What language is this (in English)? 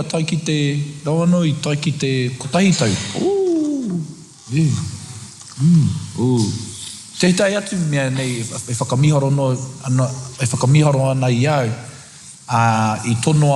Māori